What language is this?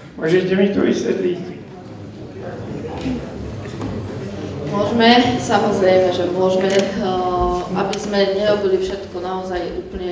Slovak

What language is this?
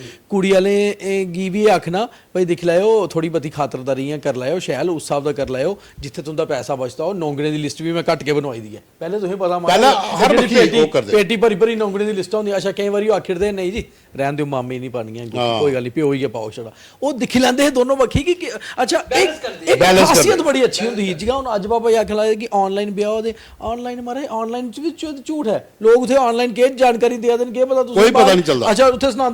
Dogri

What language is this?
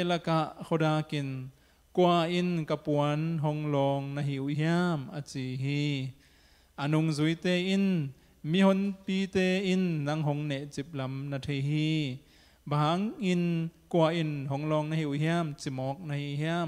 Tedim Chin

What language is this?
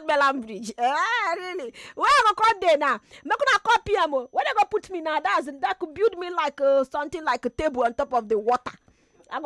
Nigerian Pidgin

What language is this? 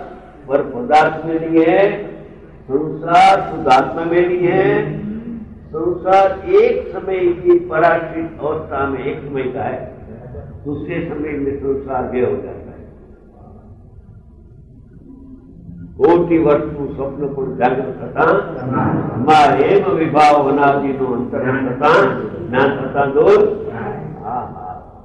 Hindi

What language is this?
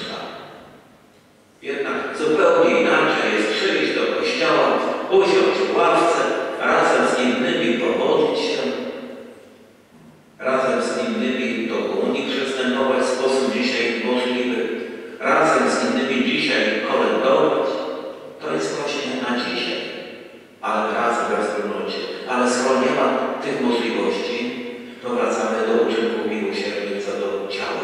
Polish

